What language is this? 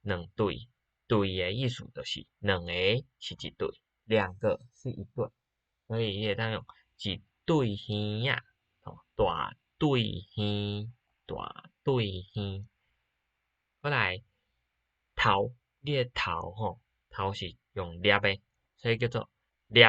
Min Nan Chinese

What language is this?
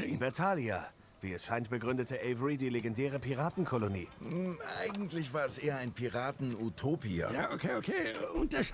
Swiss German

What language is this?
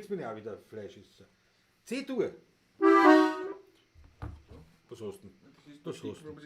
Bavarian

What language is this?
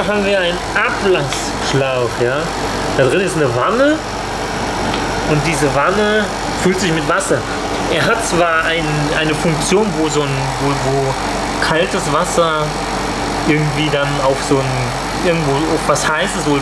German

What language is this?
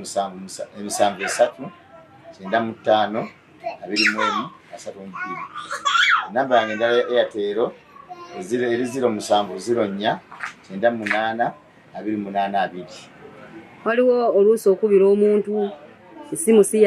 Ganda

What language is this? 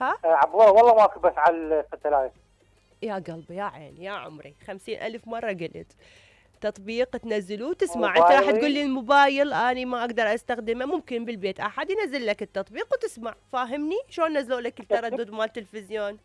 Mesopotamian Arabic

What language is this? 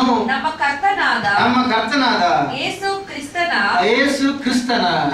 Kannada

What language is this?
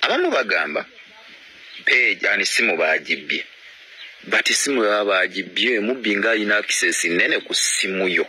Ganda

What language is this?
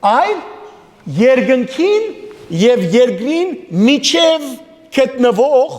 Western Armenian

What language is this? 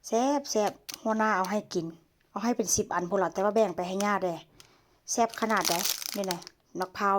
Northeastern Thai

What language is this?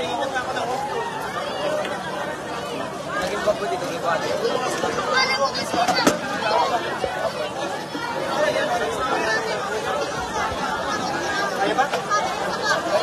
Filipino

